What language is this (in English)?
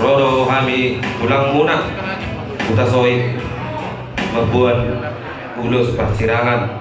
Batak Toba